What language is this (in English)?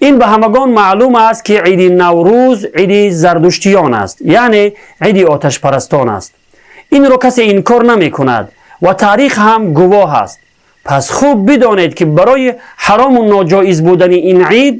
Tajik